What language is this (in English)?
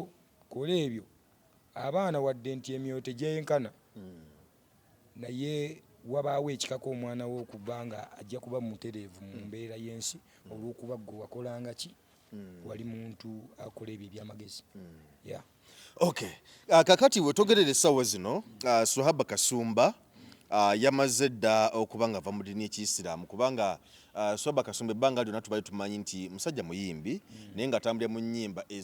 Ganda